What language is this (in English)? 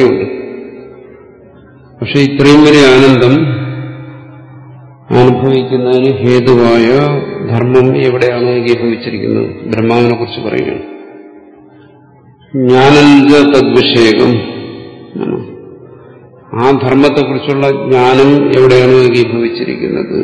Malayalam